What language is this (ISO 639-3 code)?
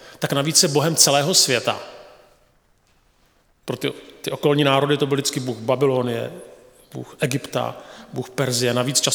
ces